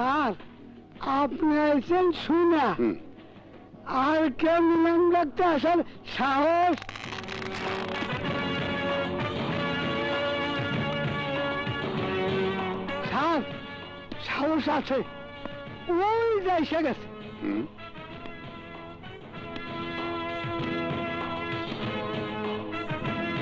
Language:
Bangla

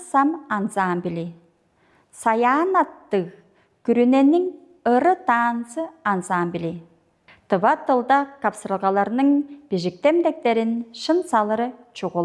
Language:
Tuvinian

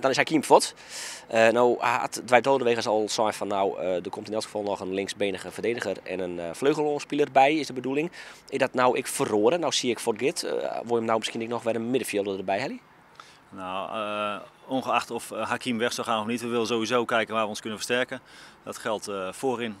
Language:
Western Frisian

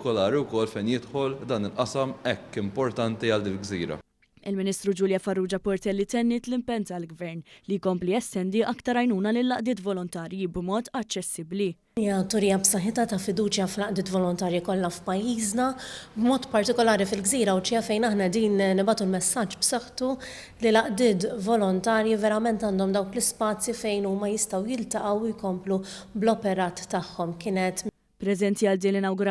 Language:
Maltese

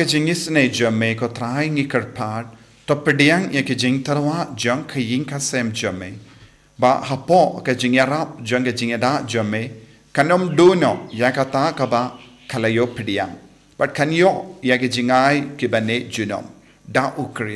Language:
Khasi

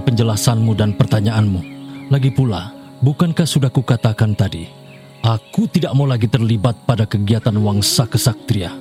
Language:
Indonesian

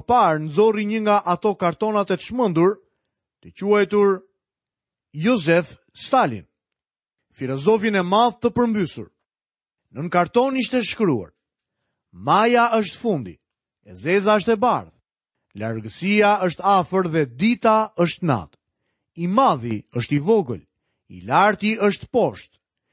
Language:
Albanian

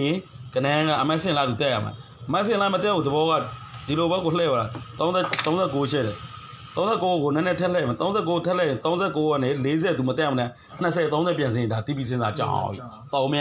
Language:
Burmese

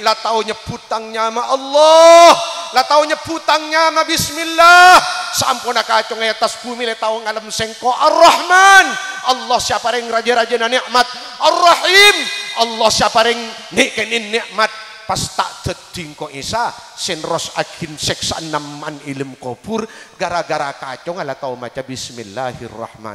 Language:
Madurese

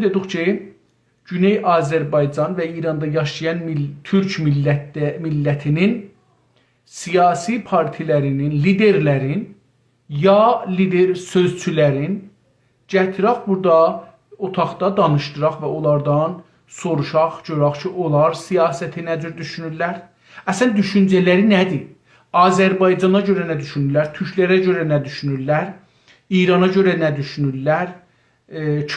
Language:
South Azerbaijani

